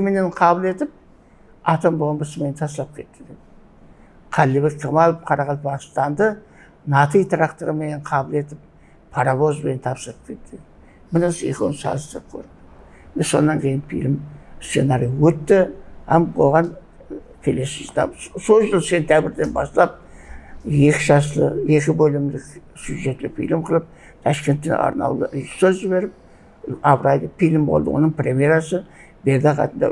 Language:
Kara-Kalpak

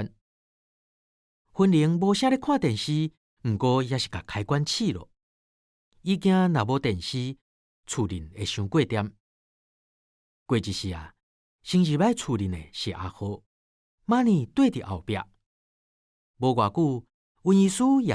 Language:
Min Nan Chinese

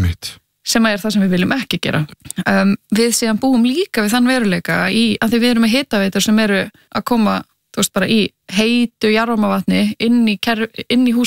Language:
Icelandic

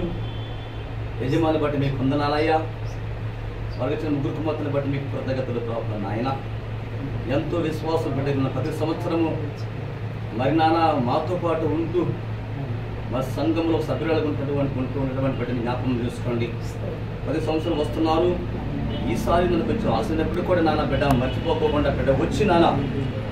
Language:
Telugu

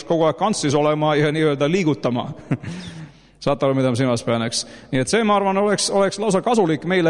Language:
Estonian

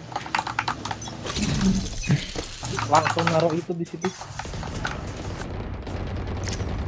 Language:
Indonesian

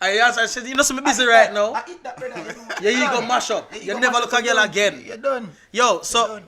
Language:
Jamaican Creole English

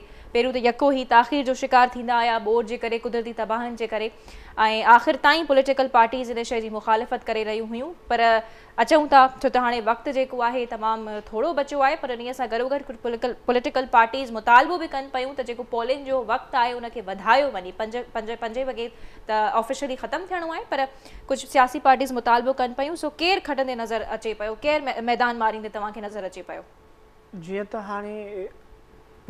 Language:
Sindhi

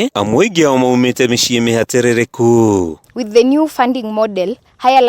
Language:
Kikuyu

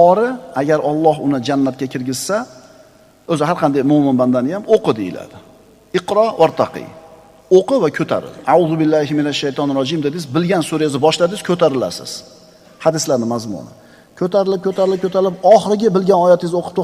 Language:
Uzbek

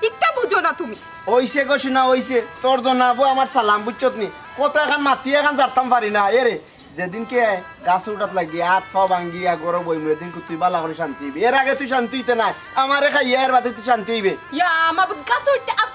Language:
Sylheti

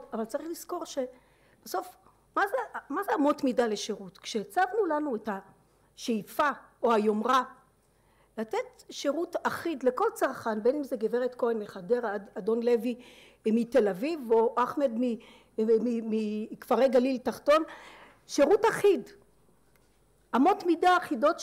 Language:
Hebrew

